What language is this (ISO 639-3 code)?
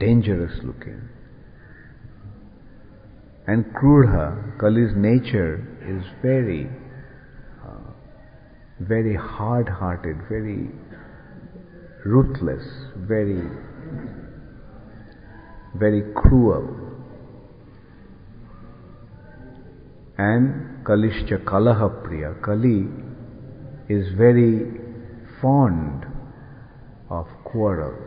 eng